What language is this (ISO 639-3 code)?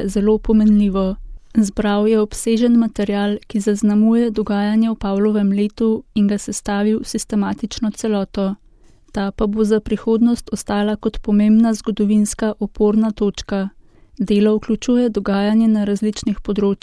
slv